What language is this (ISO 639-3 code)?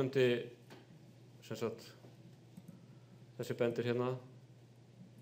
isl